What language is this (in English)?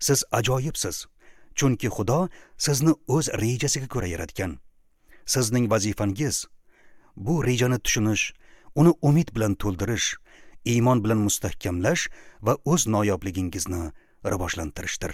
Uzbek